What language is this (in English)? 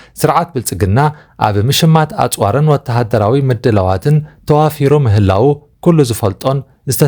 Tigrinya